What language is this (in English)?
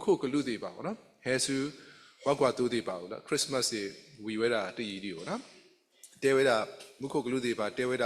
S'gaw Karen